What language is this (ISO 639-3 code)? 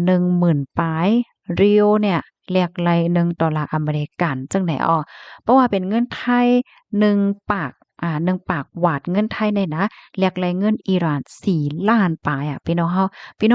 shn